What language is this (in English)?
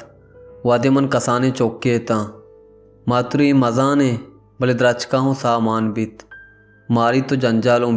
Baluchi